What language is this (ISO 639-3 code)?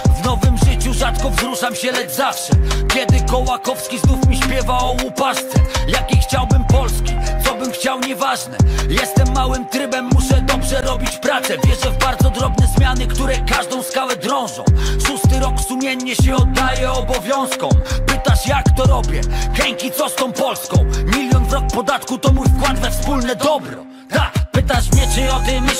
pol